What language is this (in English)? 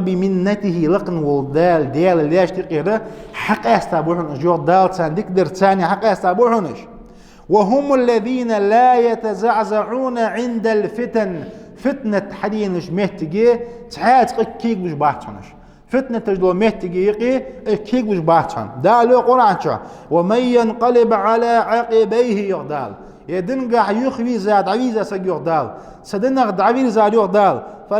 Ingush